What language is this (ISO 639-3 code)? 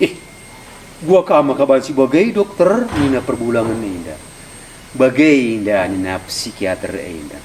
btx